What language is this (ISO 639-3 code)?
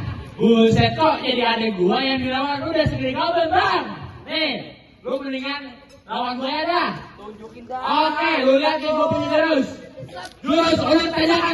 bew